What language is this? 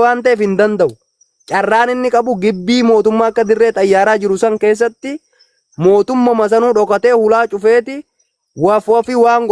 Oromo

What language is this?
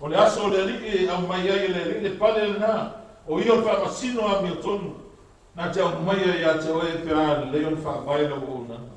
Samoan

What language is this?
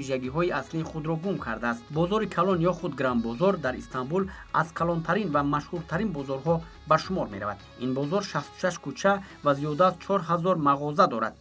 Tajik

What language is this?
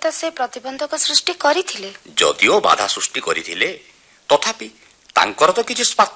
Odia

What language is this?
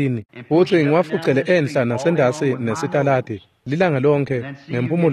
Swati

